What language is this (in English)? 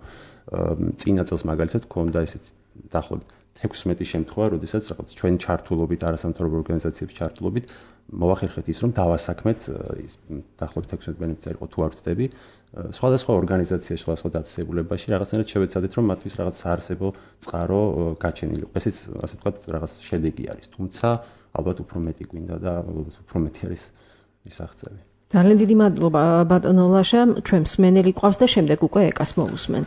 Georgian